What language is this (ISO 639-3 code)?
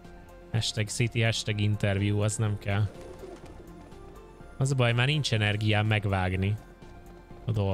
hun